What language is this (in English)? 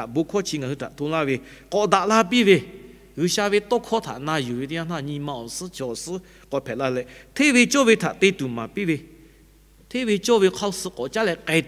Lahu